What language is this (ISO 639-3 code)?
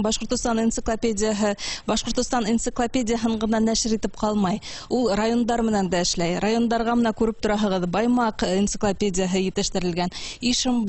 bak